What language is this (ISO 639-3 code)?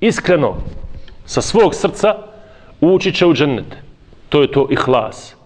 bos